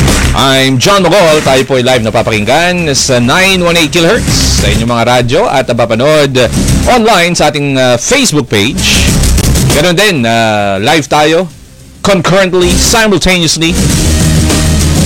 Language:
Filipino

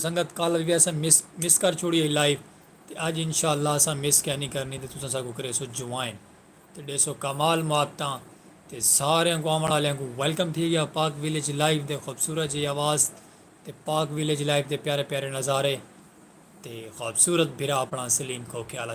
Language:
Saraiki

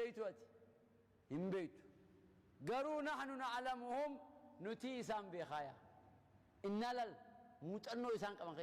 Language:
Oromo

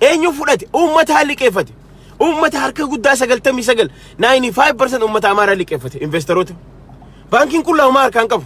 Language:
Oromo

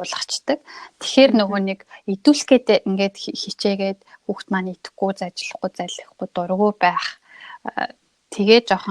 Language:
Mongolian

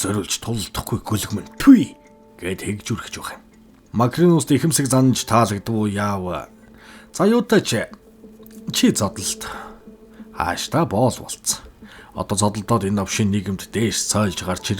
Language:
Mongolian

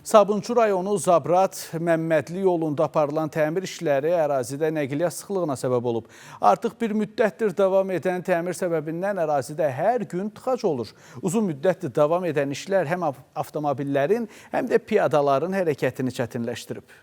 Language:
Azerbaijani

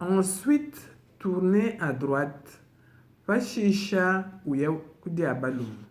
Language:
Luba-Lulua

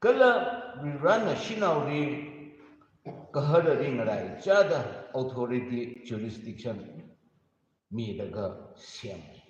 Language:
Tangkhul Naga (India)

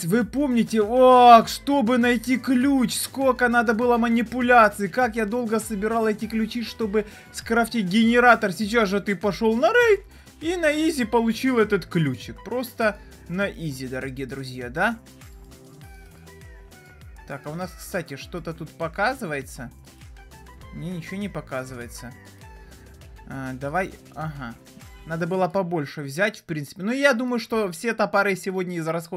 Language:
Russian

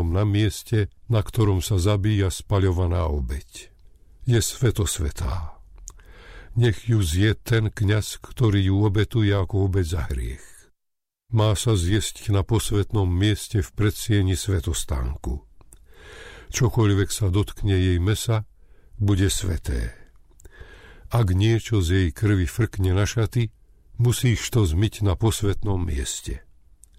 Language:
Slovak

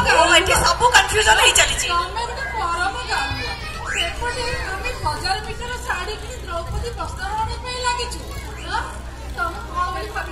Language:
Odia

